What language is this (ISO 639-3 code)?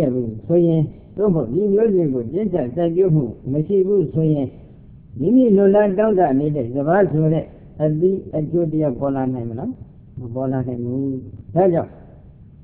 mya